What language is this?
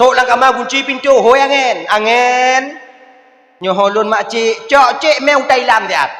Achinese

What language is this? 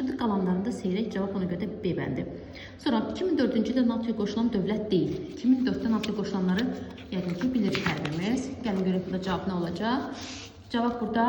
Azerbaijani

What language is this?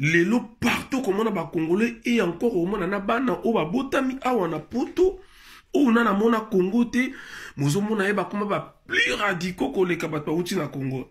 Lingala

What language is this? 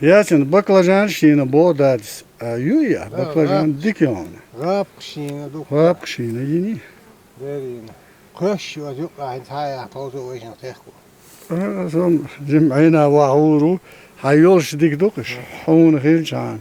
Chechen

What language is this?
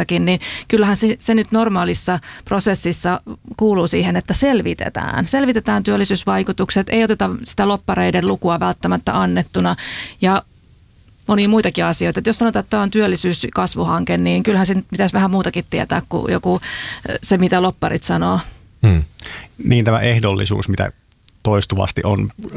Finnish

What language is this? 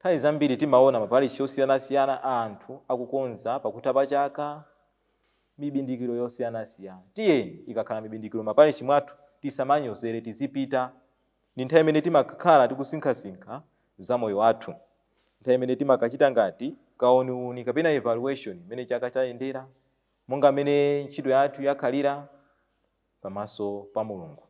Nyanja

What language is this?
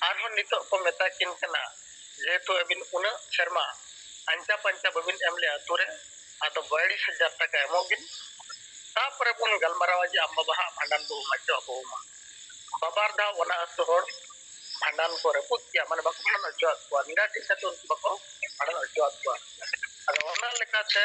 Santali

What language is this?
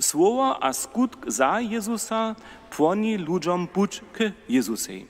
Upper Sorbian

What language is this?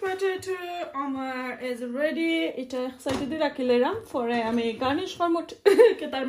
Sylheti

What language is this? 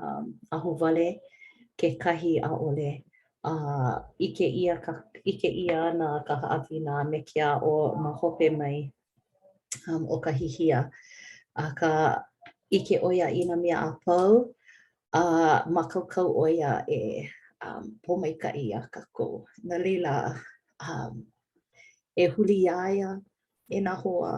Hawaiian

